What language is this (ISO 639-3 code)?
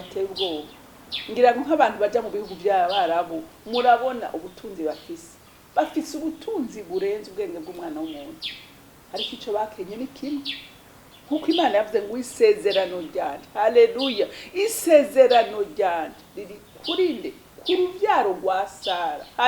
run